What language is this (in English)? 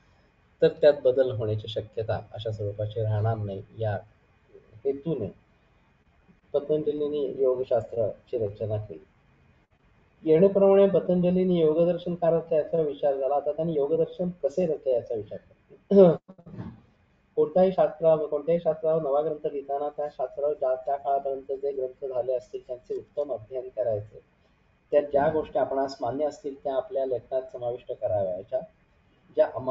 Marathi